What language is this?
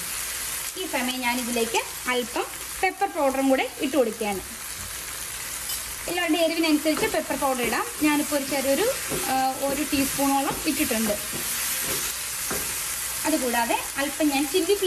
Malayalam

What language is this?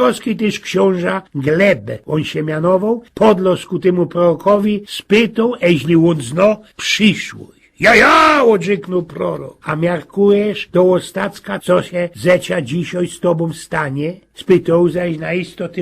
Silesian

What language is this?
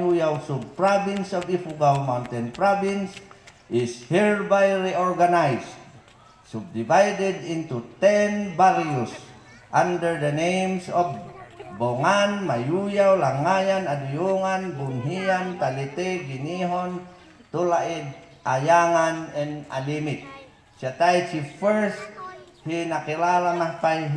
Mayoyao Ifugao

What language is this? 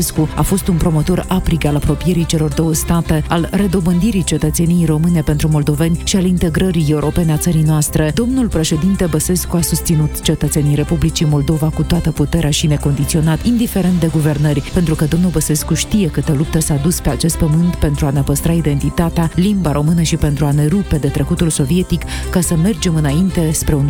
Romanian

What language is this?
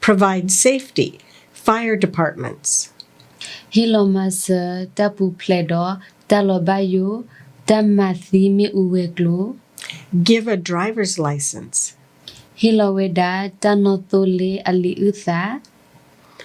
S'gaw Karen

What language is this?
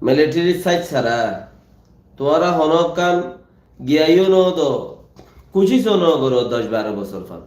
Rohingya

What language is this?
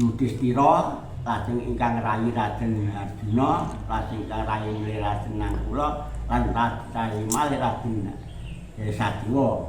Javanese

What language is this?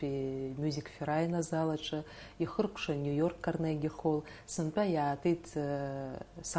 Abkhazian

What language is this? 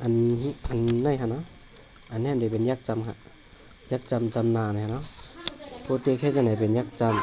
Shan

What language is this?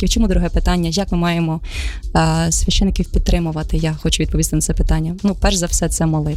Ukrainian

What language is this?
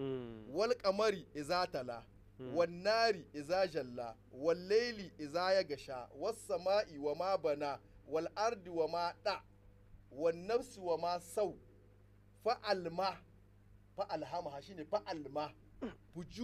Hausa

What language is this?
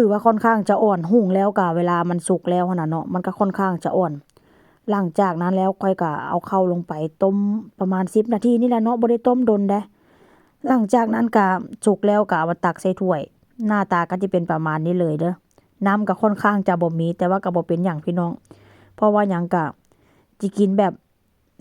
Northeastern Thai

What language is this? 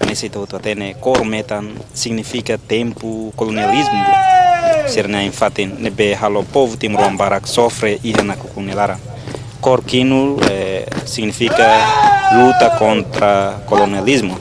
Tetum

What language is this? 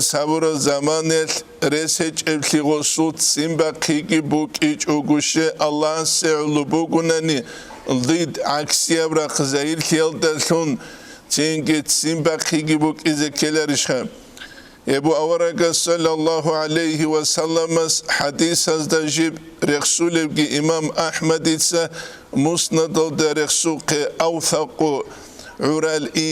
Avaric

